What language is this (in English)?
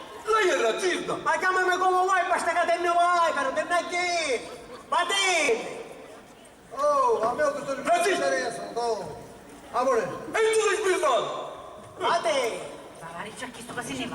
Sicilian